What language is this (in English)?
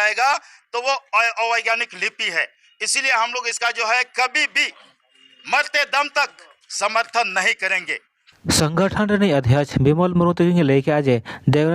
Santali